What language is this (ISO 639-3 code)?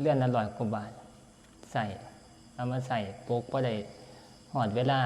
tts